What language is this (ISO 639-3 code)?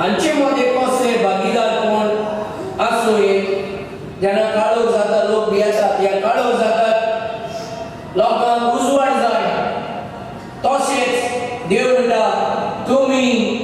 kok